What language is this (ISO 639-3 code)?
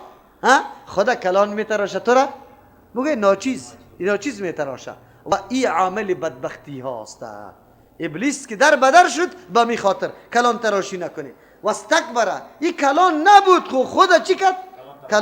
fas